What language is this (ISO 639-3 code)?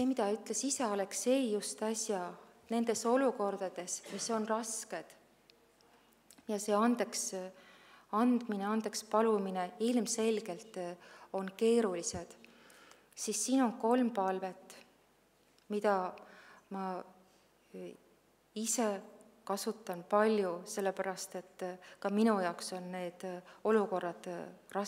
est